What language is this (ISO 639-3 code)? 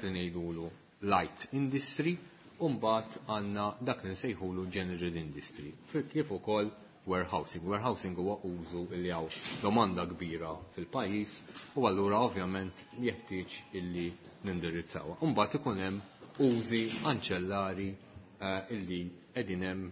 mlt